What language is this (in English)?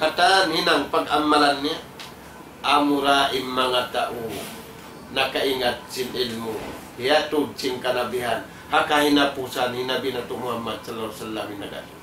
Tausug